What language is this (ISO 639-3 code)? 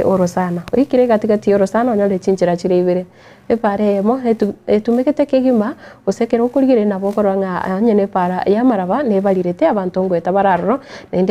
guz